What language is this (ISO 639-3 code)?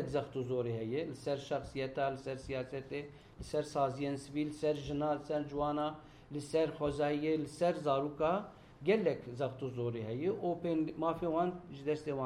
kur